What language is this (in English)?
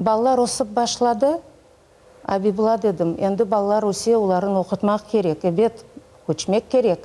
Crimean Tatar